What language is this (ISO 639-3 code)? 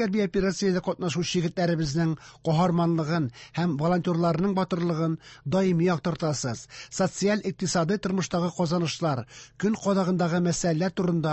tat